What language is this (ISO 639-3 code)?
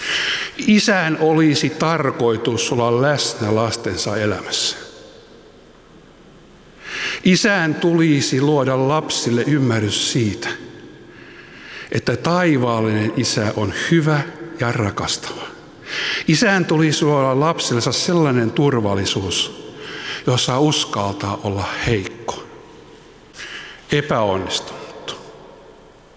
fin